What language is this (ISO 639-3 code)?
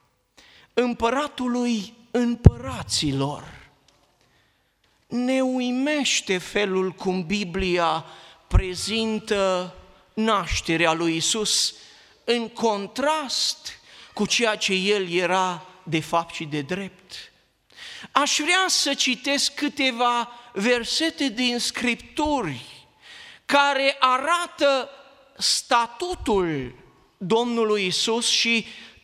ron